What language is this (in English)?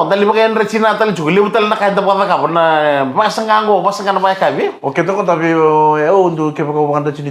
Fijian